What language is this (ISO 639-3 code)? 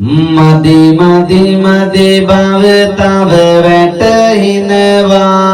sin